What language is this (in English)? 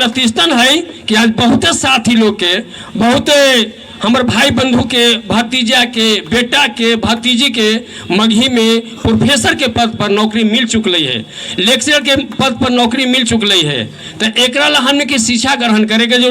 Magahi